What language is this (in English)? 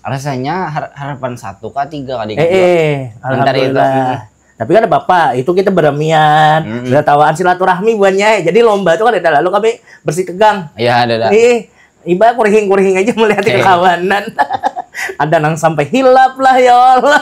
Banjar